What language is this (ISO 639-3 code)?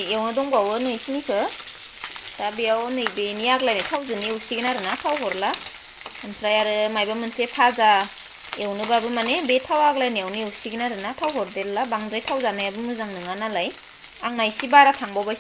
brx